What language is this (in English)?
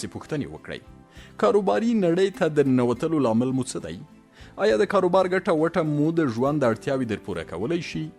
Pashto